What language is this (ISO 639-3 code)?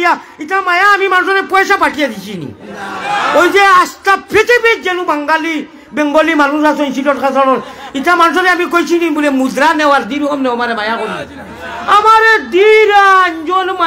syl